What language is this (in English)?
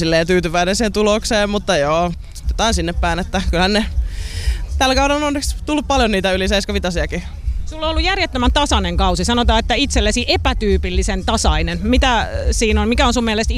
Finnish